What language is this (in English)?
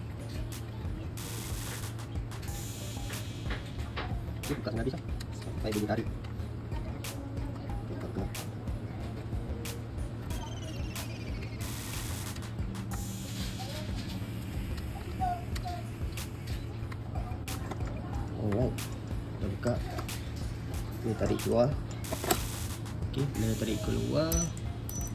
Malay